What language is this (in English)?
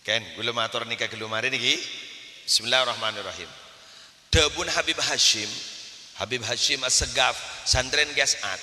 Madurese